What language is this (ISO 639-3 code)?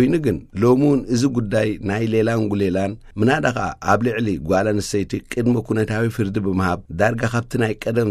tir